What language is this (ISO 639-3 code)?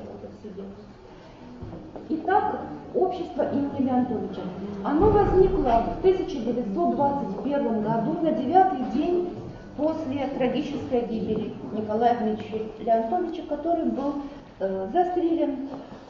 rus